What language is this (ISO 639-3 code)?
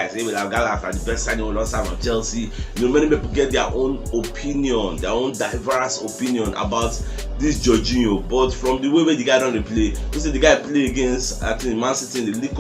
pcm